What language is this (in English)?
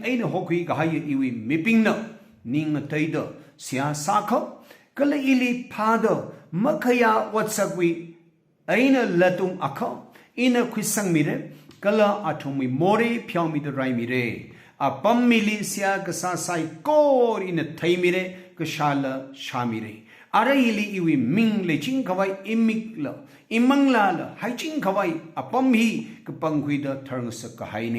Tangkhul Naga (India)